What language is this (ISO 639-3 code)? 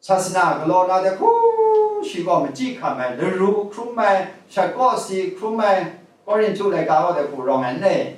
kac